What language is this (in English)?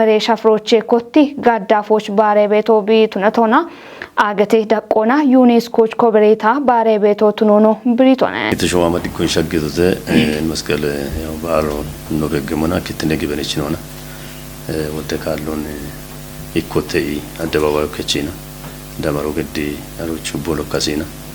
Kafa